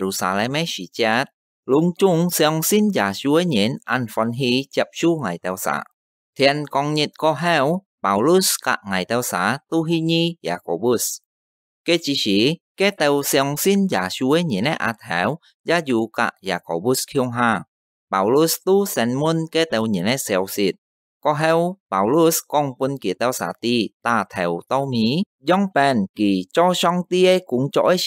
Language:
Hakka Chinese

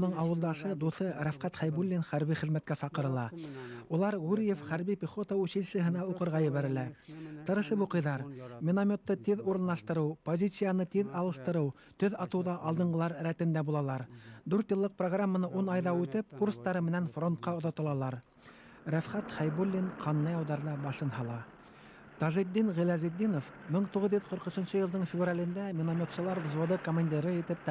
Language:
Bashkir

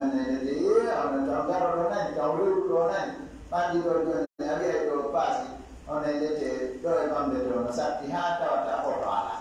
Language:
Fula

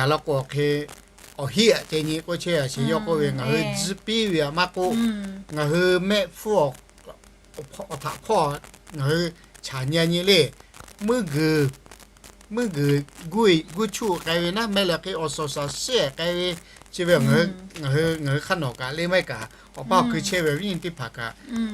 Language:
Lahu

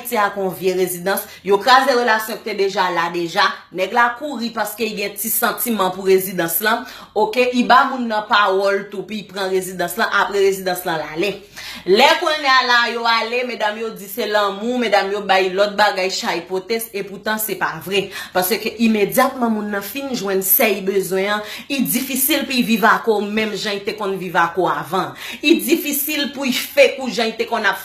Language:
Haitian Creole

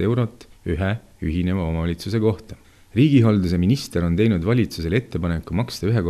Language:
Estonian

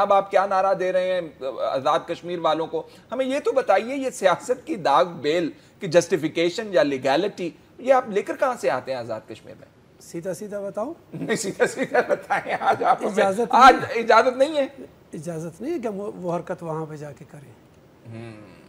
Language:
Urdu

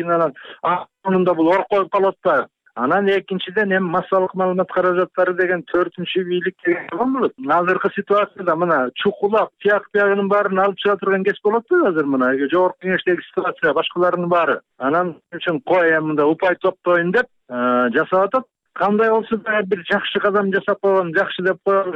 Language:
Kyrgyz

